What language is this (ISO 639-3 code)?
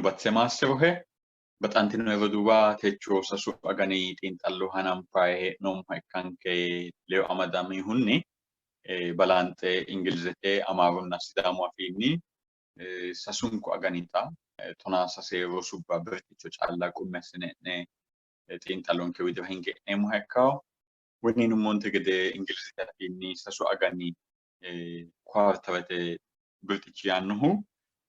sid